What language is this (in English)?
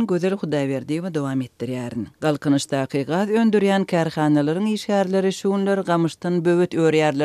Turkmen